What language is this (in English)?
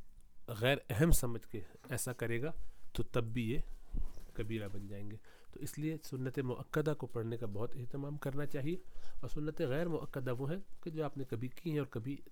Urdu